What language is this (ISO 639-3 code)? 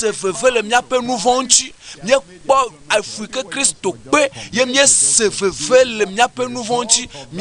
ewe